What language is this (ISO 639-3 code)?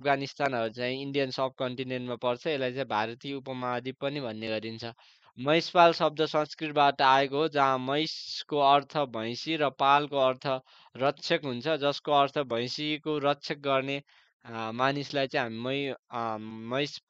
nep